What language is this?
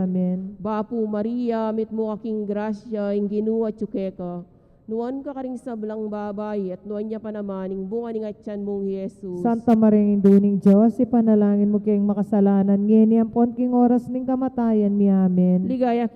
Pampanga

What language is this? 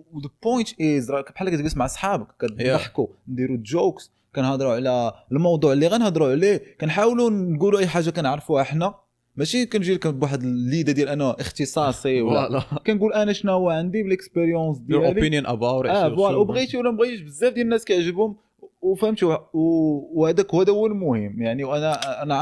Moroccan Arabic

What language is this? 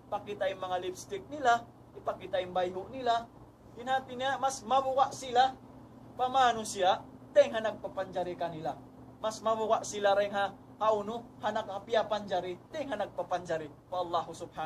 Tausug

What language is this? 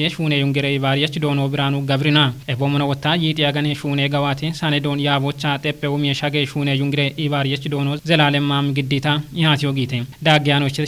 Kafa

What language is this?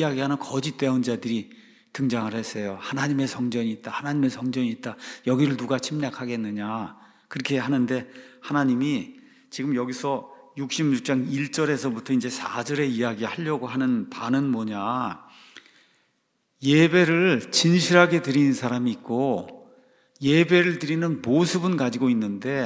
Korean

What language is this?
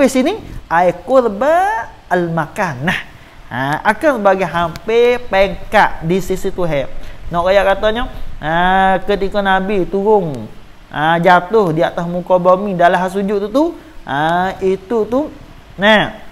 Malay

